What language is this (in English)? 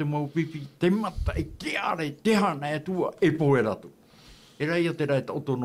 Tahitian